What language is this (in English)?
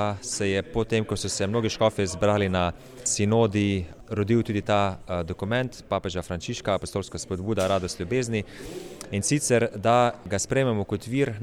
Slovenian